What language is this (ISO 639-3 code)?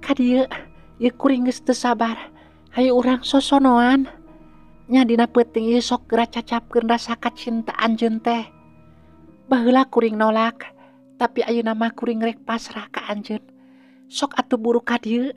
sun